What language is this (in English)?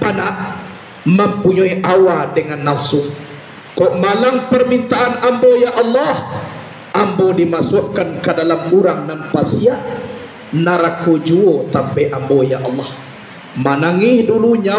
Minangkabau